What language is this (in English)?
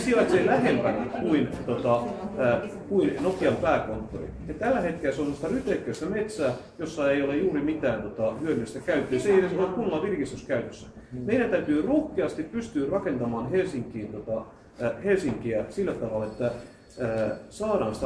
Finnish